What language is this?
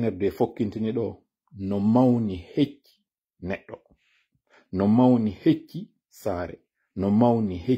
Pular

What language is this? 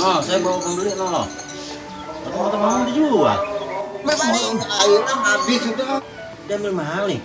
Betawi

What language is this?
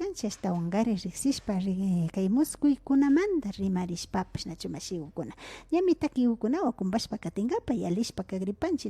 Imbabura Highland Quichua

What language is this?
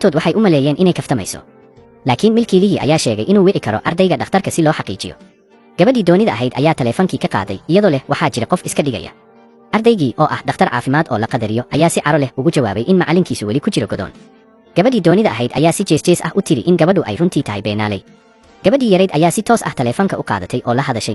Somali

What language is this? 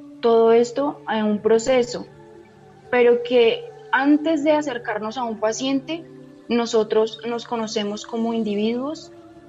Spanish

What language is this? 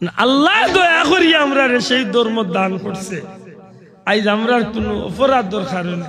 Sylheti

